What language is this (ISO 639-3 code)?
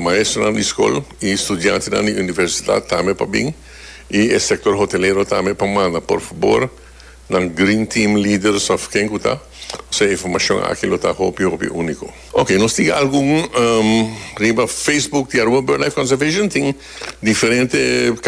pap